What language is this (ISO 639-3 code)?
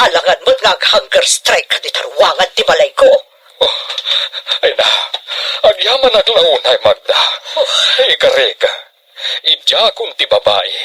ilo